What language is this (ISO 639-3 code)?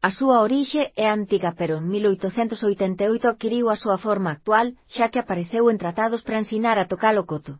glg